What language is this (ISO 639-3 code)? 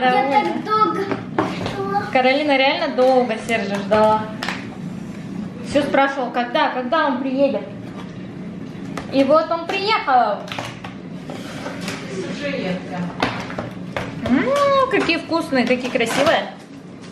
rus